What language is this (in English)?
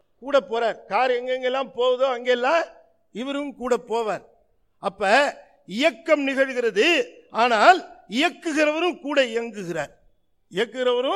Tamil